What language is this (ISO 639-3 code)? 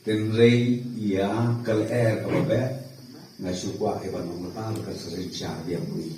kha